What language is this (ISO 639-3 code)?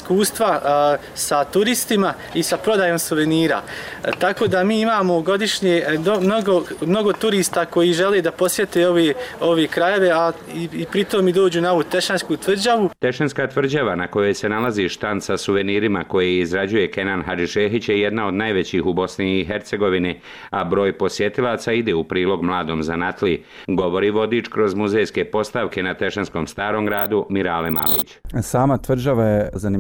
bos